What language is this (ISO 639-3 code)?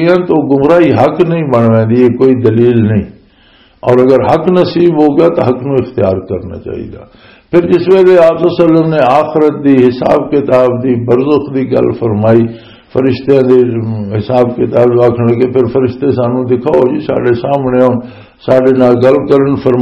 lah